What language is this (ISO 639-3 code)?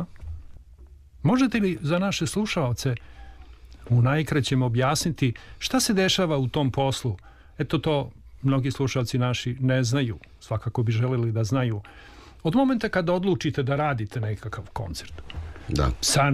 srp